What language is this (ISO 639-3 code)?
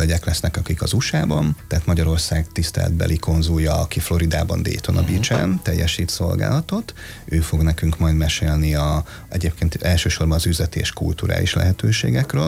hun